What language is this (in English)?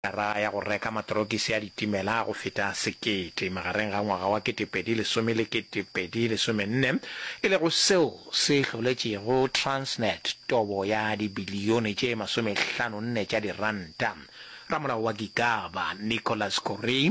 Northern Sotho